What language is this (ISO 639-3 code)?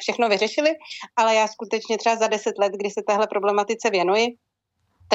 ces